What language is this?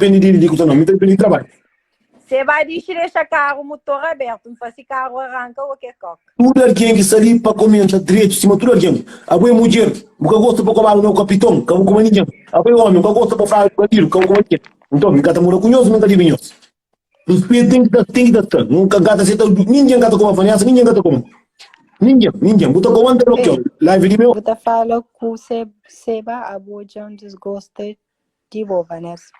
Kabuverdianu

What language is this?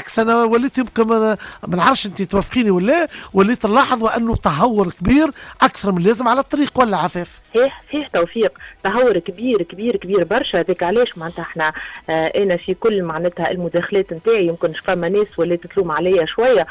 Tunisian Arabic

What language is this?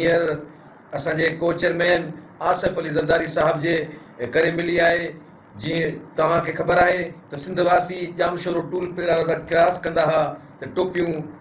Sindhi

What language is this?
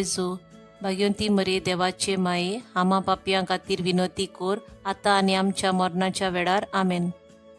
Konkani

